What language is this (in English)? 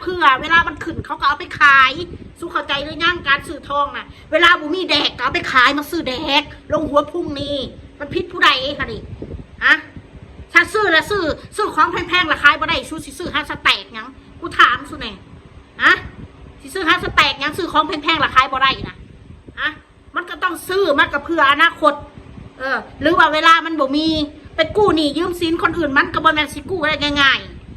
Northeastern Thai